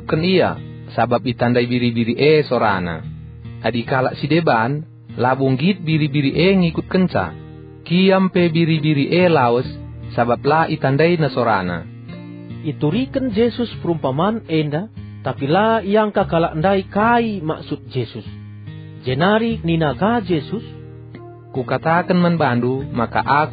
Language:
Batak Karo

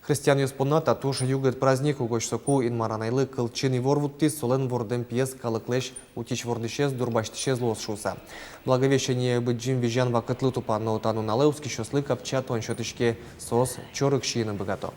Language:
Udmurt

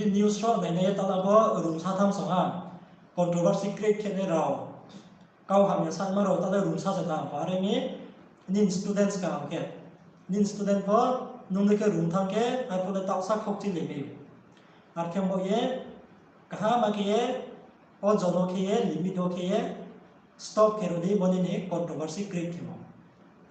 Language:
Riang (India)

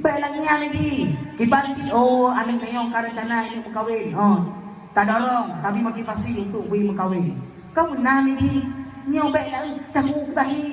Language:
Achinese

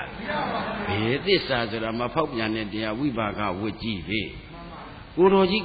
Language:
Burmese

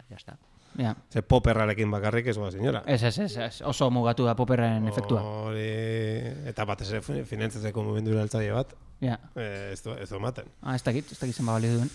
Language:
Basque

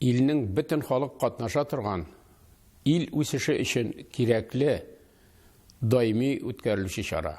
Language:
Tatar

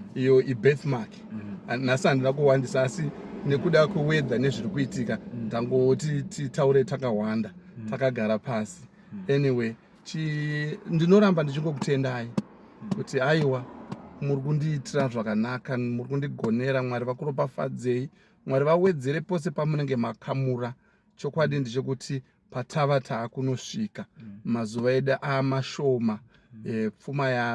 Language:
Shona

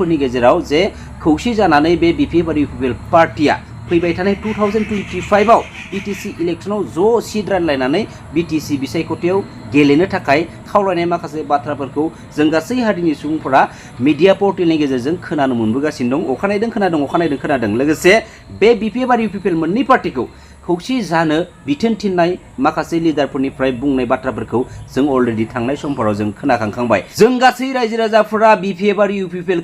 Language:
Bodo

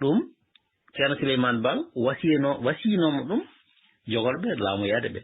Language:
Fula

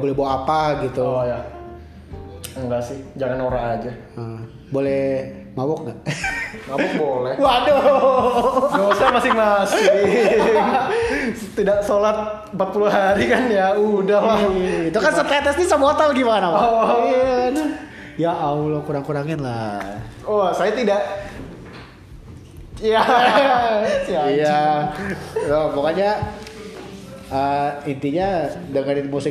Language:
Indonesian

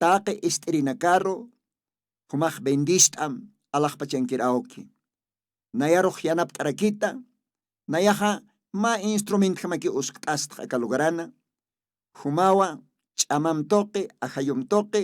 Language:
Aymara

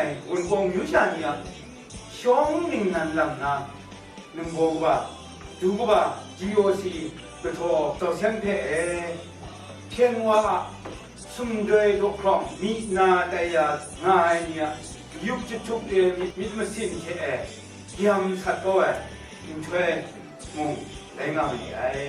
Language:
Kachin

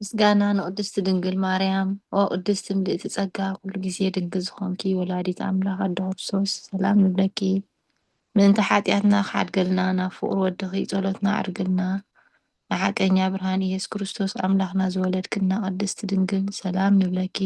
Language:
Tigrinya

